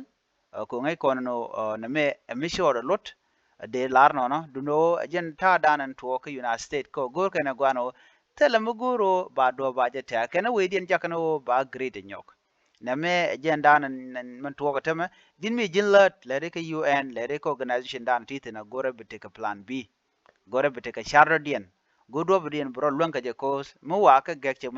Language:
Nuer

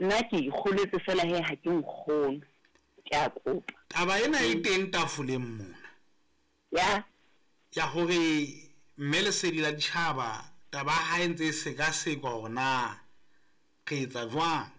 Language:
Southern Sotho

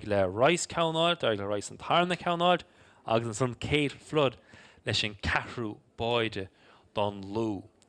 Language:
Irish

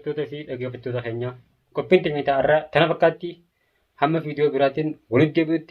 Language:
Oromo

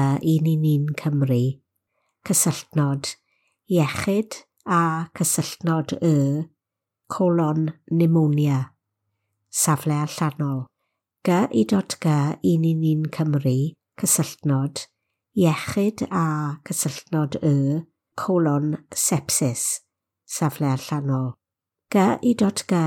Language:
Welsh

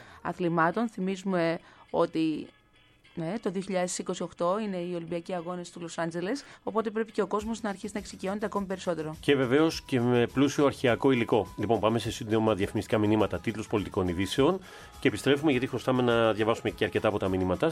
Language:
Greek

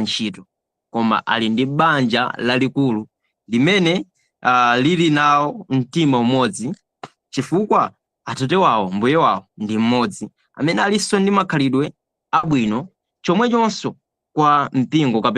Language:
Nyanja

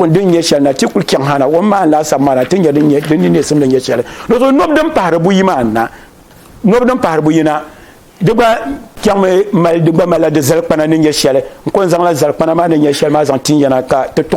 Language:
Dagbani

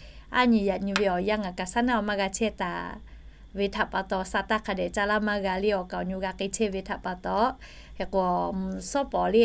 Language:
Lahu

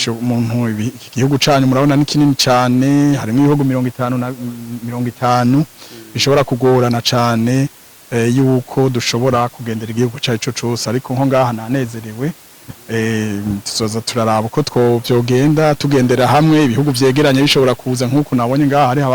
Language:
Rundi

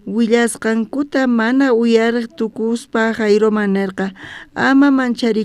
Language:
South Bolivian Quechua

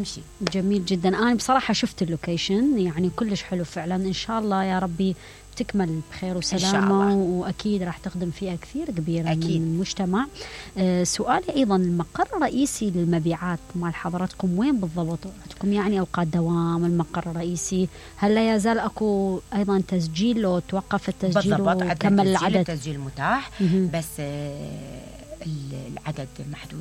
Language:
Mesopotamian Arabic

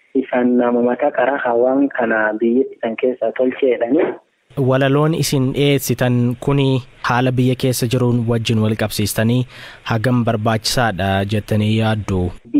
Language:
Oromo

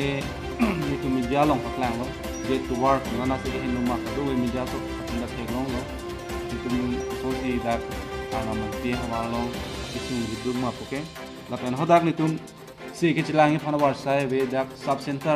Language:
Karbi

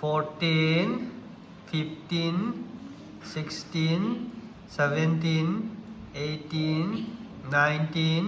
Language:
Manipuri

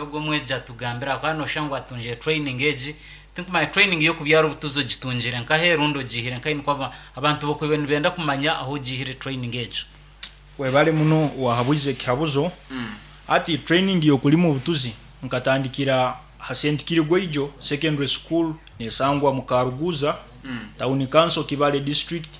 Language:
Nyankole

